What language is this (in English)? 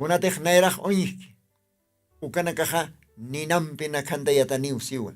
Aymara